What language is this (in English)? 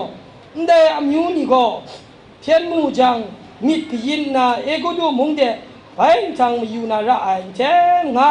Kachin